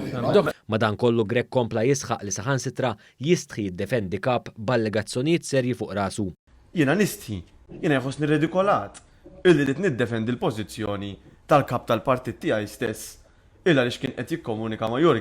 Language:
Maltese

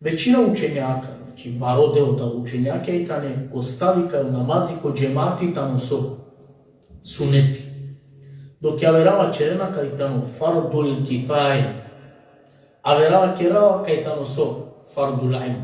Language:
Balkan Romani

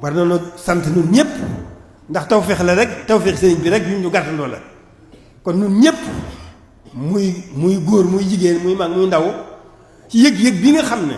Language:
Wolof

